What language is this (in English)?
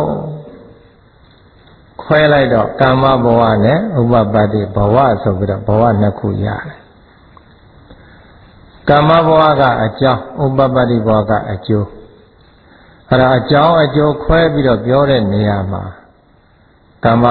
Burmese